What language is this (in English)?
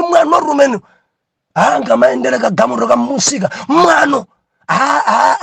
Nyanja